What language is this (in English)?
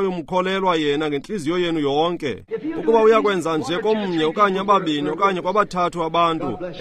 Xhosa